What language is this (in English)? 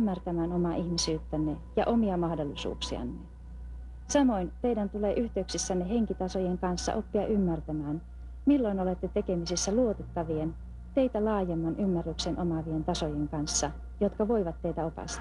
Finnish